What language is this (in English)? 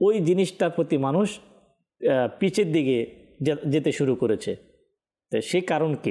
Bangla